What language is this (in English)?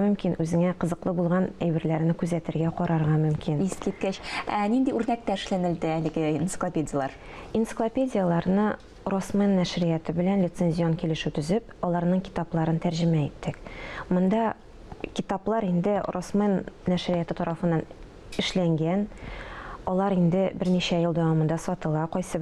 Tatar